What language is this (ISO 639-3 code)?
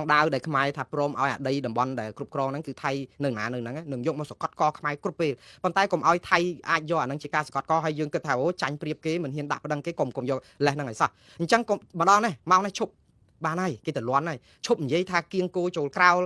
khm